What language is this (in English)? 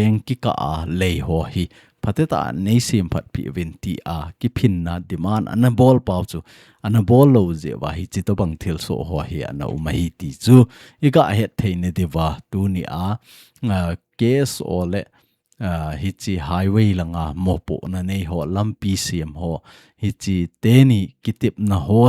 Thado Chin